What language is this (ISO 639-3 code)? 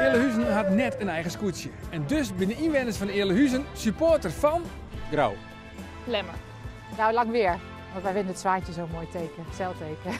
fry